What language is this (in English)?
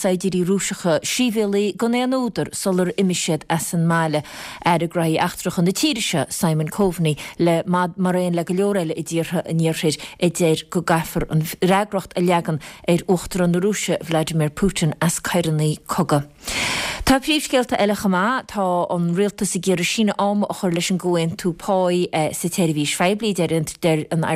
Irish